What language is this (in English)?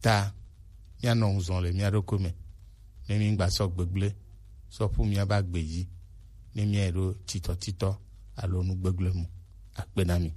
Gen